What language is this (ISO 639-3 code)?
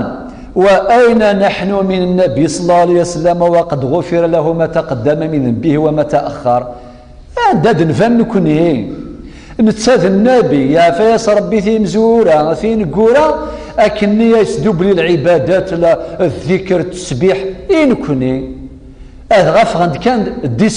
kab